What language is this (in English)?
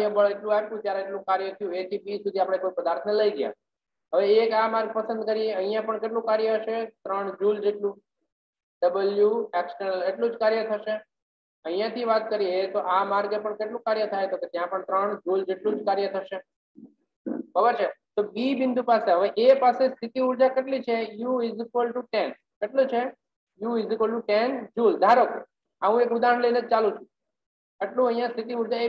Gujarati